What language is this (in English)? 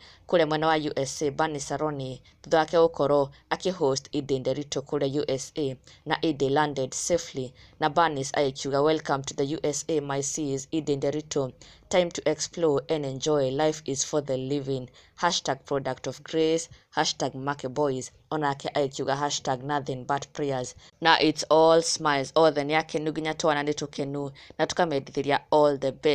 Kikuyu